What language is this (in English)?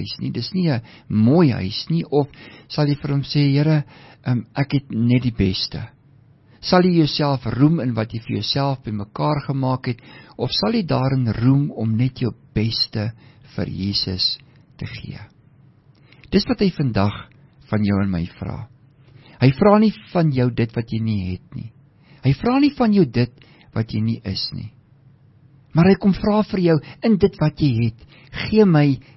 Afrikaans